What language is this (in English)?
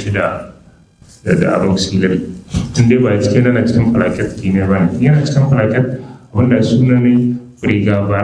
Hausa